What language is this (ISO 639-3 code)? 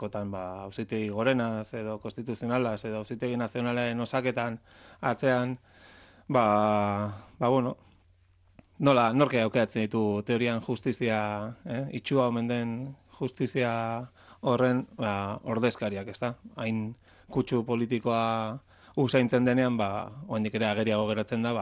eus